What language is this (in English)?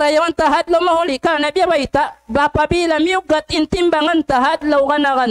Tausug